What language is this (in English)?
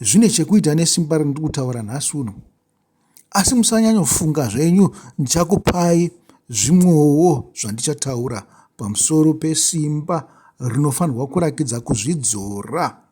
Shona